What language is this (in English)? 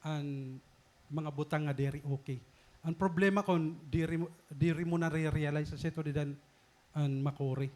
Waray